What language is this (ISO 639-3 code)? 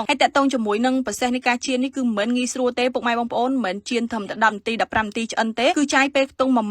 khm